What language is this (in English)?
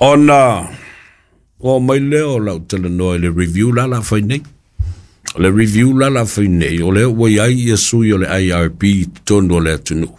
Samoan